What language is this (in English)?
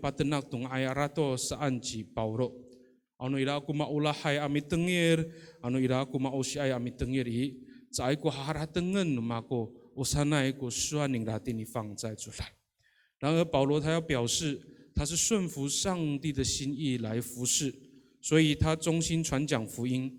Amis